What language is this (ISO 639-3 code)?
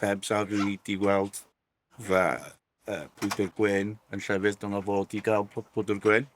cym